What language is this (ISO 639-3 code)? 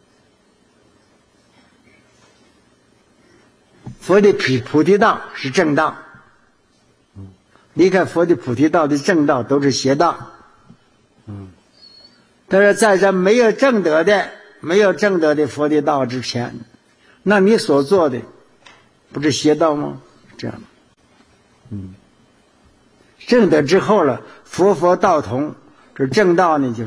zho